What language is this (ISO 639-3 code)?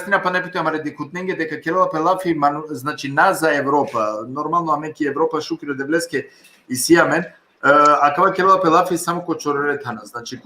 rmn